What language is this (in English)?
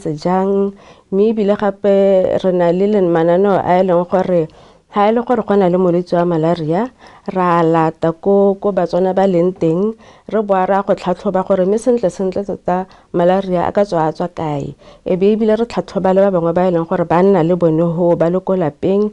Tswana